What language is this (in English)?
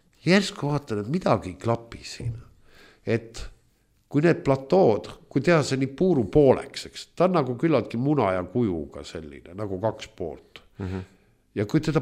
Estonian